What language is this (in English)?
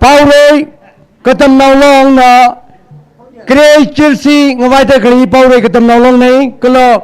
Tangkhul Naga (India)